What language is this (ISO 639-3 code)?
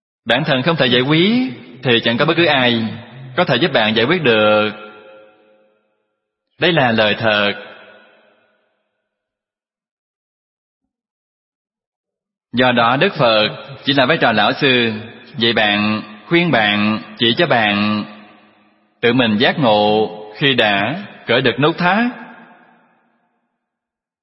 vie